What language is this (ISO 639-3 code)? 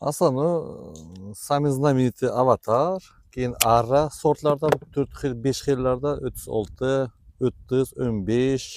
uzb